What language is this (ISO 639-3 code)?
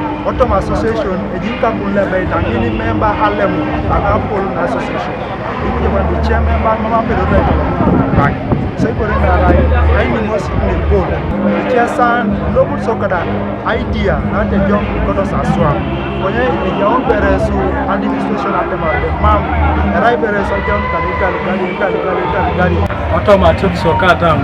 teo